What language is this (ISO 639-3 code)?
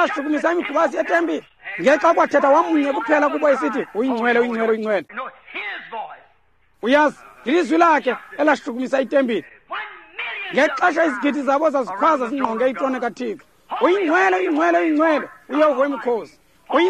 xho